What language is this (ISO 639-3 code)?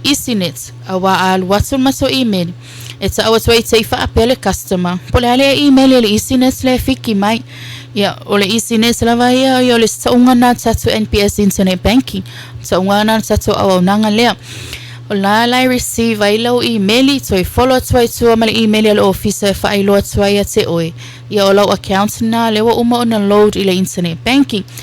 smo